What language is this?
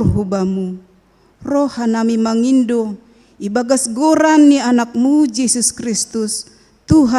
Batak Simalungun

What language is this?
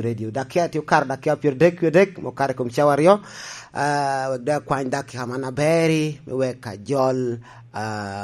Lango (Uganda)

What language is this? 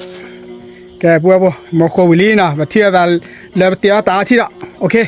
S'gaw Karen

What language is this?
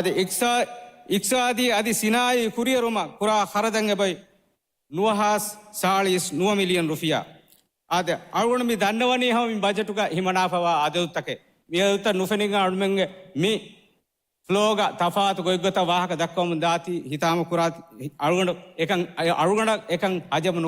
Divehi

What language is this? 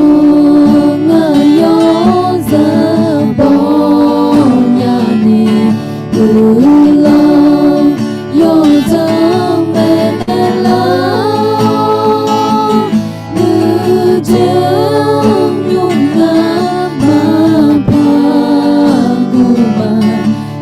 Akha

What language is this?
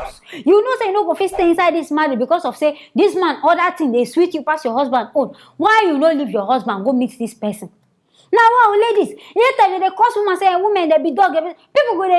Nigerian Pidgin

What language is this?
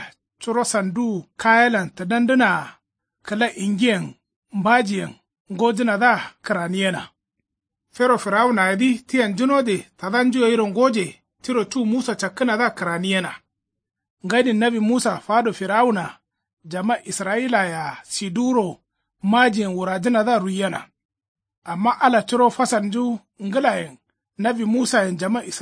Kanuri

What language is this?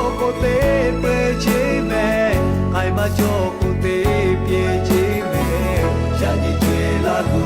Lahu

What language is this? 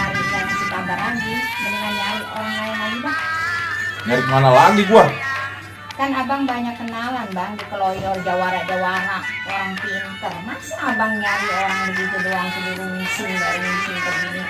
Betawi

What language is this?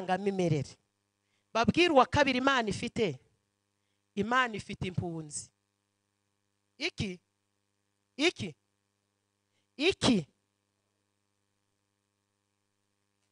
Kinyarwanda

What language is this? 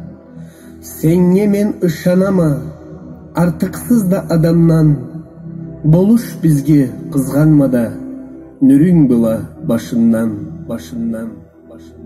Karachay-Balkar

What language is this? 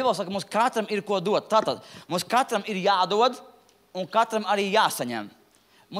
Latvian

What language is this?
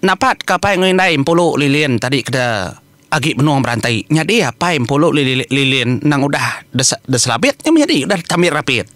Iban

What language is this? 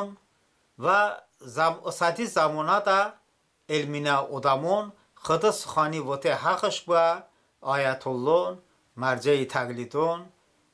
Talysh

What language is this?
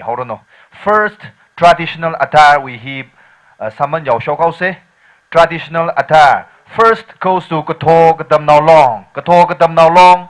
Tangkhul Naga (India)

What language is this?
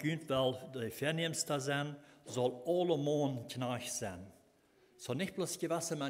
Plautdietsch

